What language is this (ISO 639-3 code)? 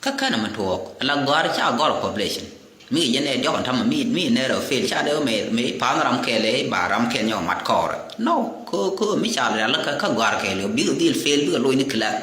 nus